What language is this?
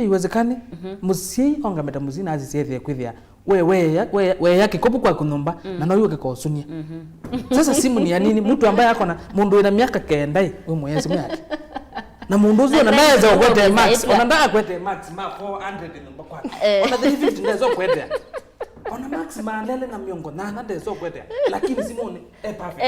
Kamba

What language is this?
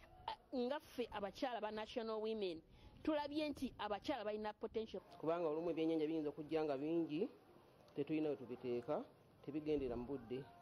Ganda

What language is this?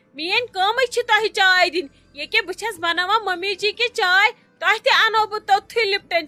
Kashmiri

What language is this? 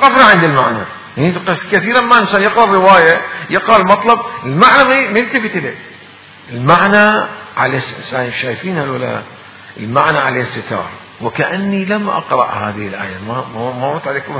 Mesopotamian Arabic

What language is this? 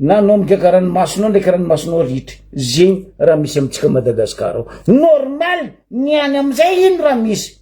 Malagasy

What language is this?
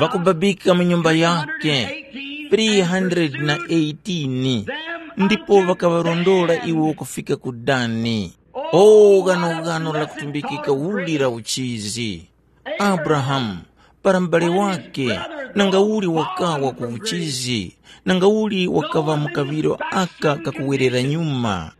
Tumbuka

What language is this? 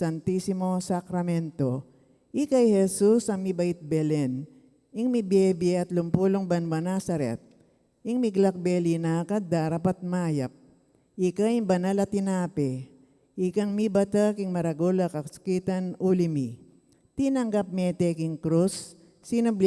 Pampanga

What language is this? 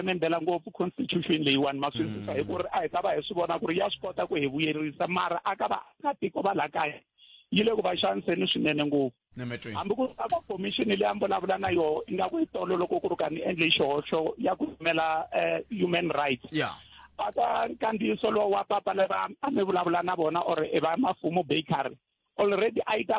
Tsonga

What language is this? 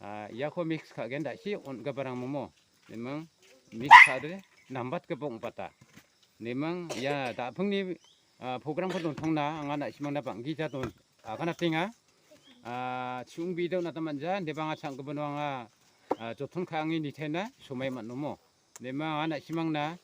Garo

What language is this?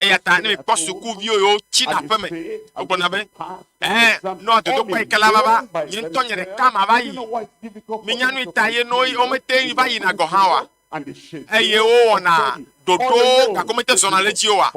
Ewe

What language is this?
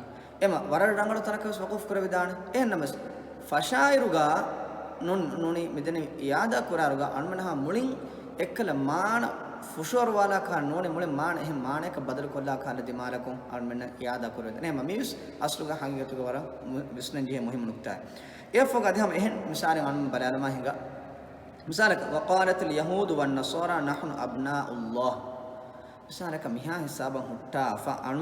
Divehi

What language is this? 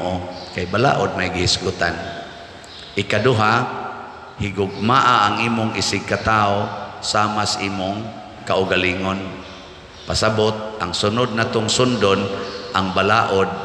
Cebuano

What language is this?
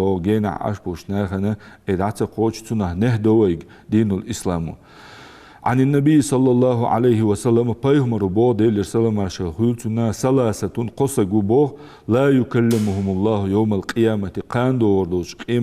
Ingush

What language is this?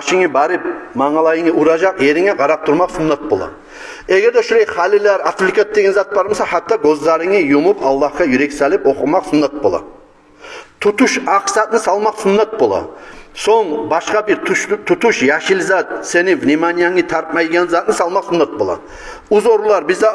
Kumyk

